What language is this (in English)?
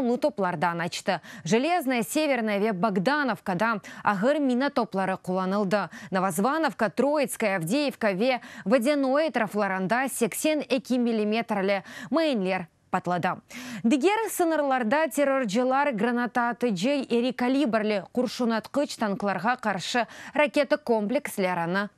Crimean Tatar